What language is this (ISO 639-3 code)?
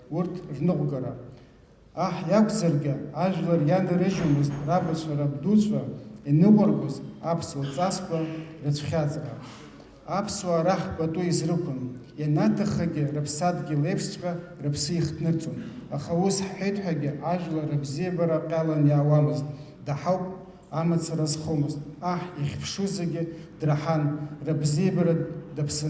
abk